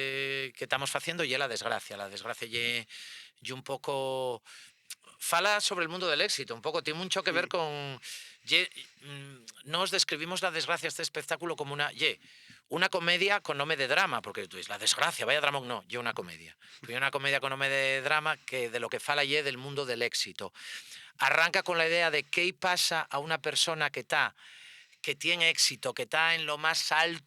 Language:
Asturian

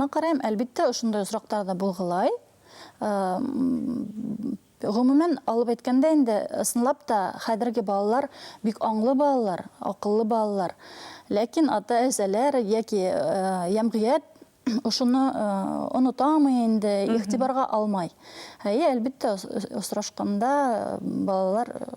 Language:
Bashkir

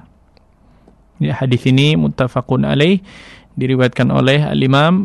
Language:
Indonesian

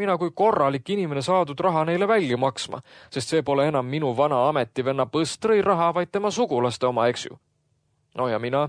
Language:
Estonian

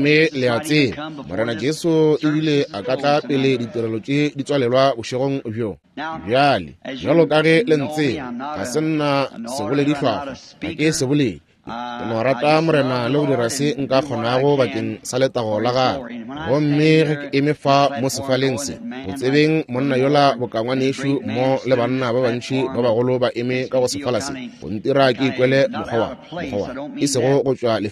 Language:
Northern Sotho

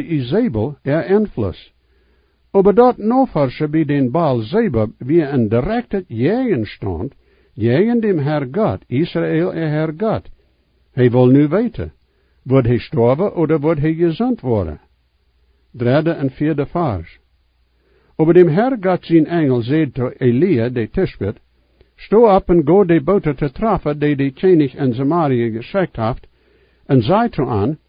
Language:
Plautdietsch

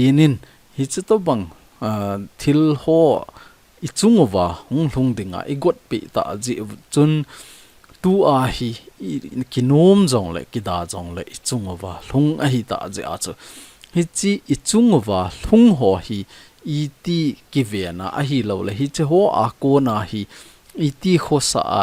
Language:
Thado Chin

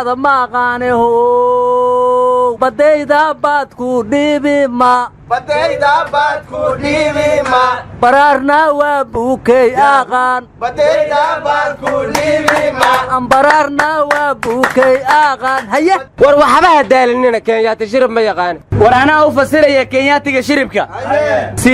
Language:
Somali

